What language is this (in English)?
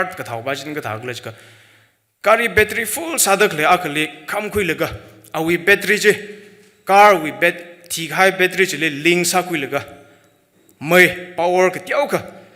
Tangkhul Naga (India)